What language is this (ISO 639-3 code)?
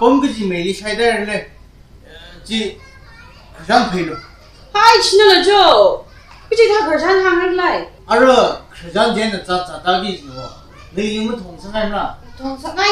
nmf